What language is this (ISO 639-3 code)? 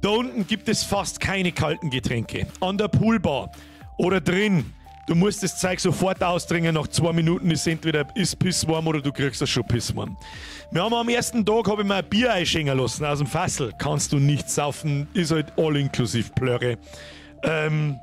bar